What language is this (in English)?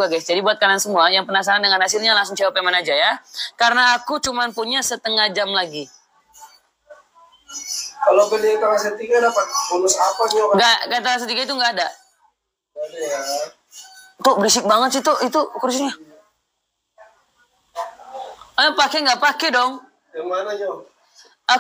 Indonesian